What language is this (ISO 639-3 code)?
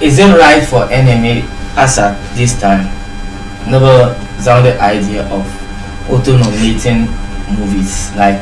dag